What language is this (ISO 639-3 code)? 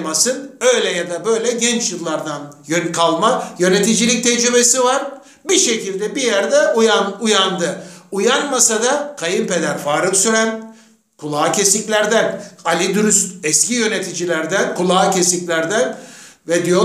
tur